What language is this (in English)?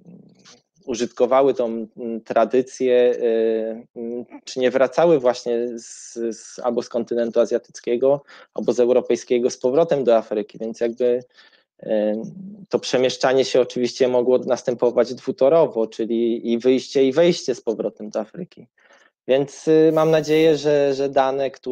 Polish